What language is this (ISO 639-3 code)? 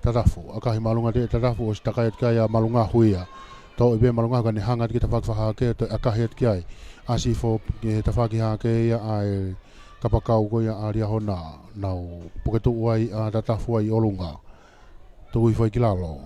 ton